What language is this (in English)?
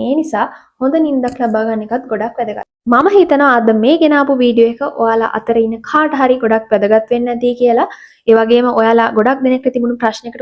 Sinhala